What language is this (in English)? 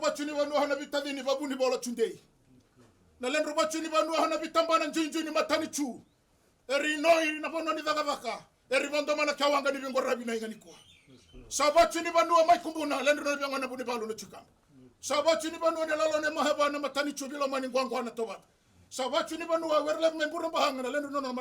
Fijian